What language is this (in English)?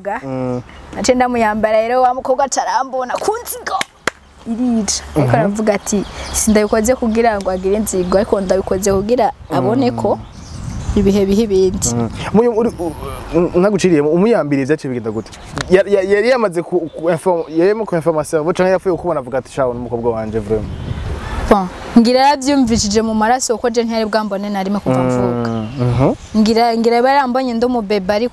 Rundi